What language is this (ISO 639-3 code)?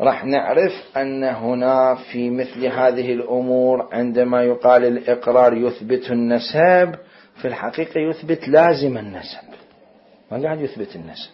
acm